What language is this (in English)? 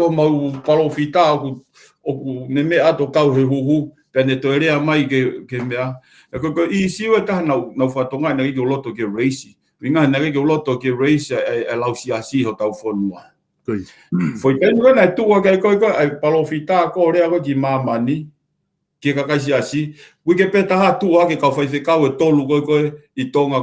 Tongan